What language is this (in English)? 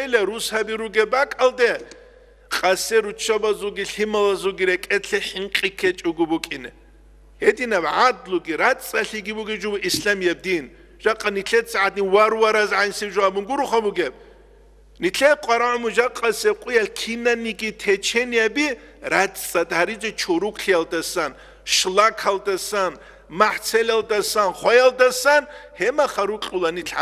Avaric